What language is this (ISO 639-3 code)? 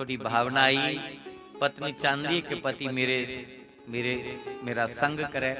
doi